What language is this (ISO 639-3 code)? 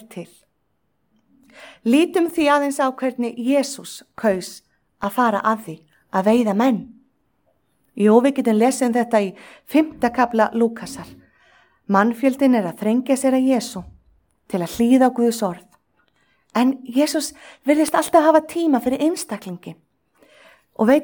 isl